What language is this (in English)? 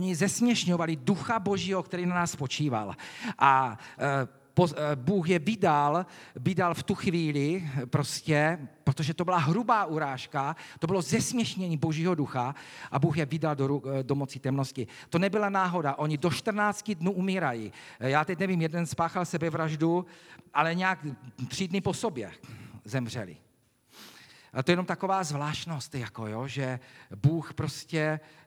Czech